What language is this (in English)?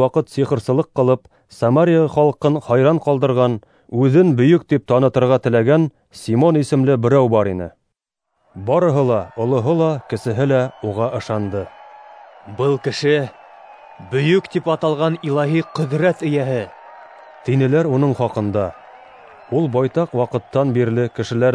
Bashkir